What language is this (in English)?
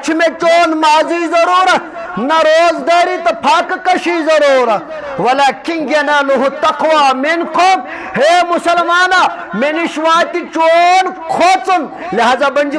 Kashmiri